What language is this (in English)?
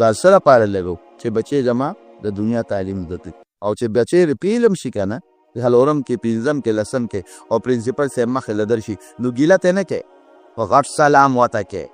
Pashto